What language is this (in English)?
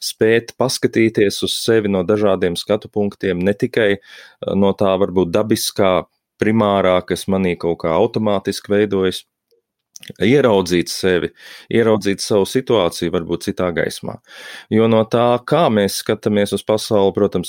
Latvian